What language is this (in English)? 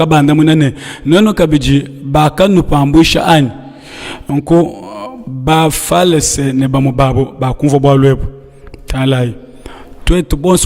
Luba-Lulua